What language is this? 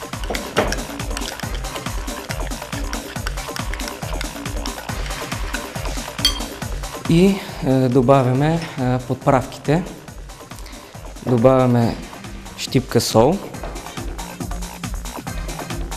Bulgarian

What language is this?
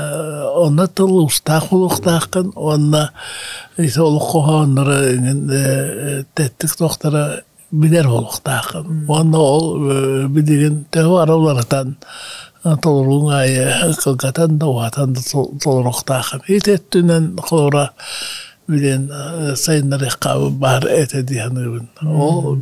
Yakut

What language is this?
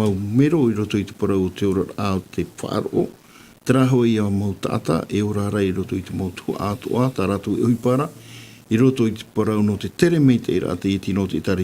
Tahitian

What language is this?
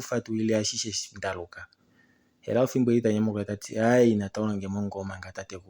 Kuanyama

